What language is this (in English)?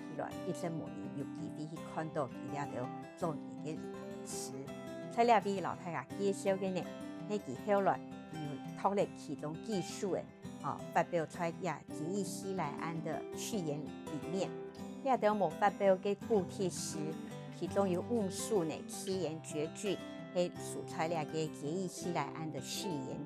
Hakka Chinese